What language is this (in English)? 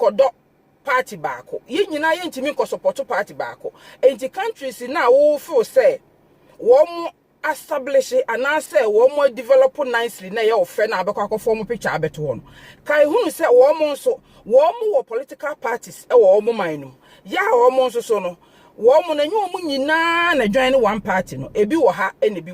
Akan